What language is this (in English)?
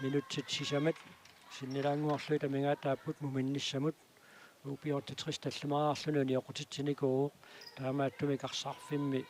Kalaallisut